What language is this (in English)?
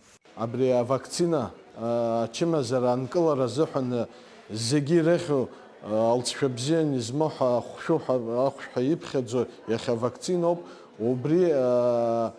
Abkhazian